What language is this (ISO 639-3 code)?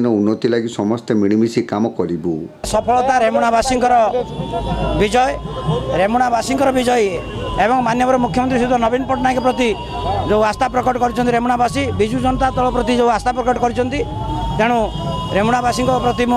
ori